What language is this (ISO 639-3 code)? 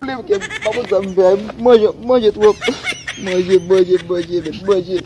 hat